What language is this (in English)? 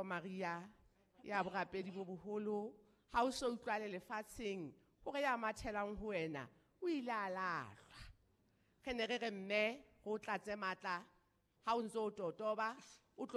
Southern Sotho